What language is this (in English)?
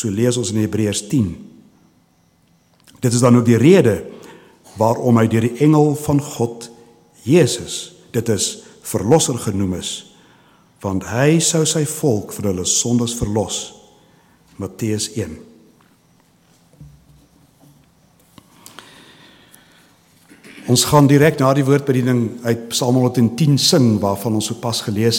Afrikaans